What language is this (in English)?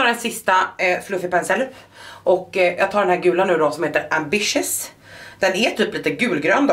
Swedish